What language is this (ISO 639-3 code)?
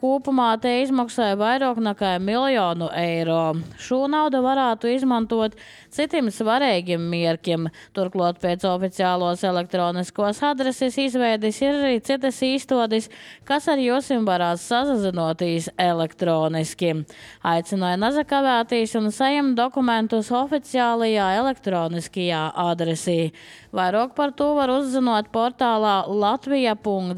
lav